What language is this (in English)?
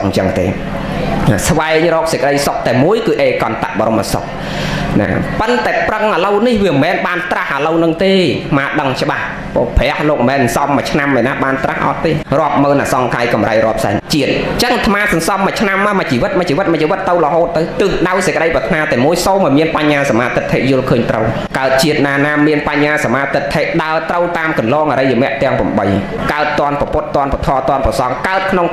Khmer